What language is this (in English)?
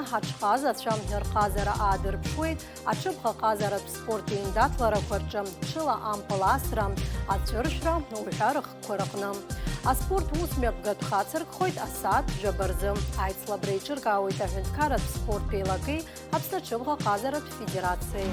Abkhazian